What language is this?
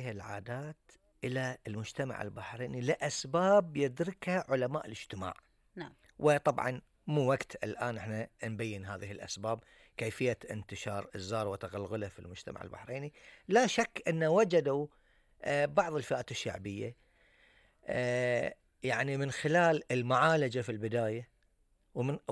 Gulf Arabic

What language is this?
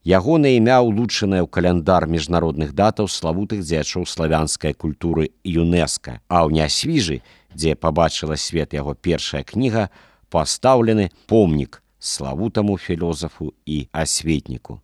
Belarusian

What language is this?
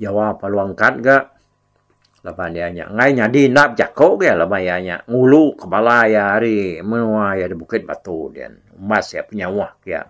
Iban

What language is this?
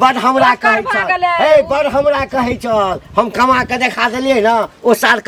Maithili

